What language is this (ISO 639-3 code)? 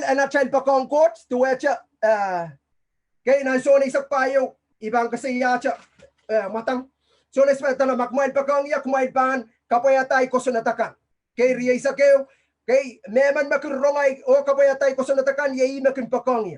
pon